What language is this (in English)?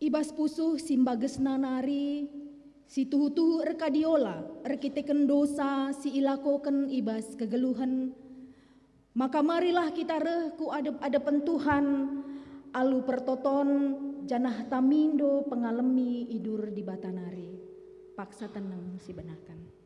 Batak Karo